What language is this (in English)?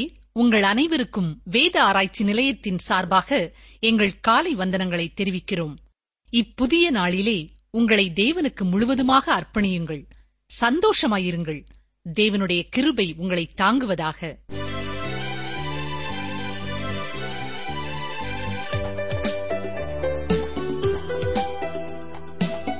Tamil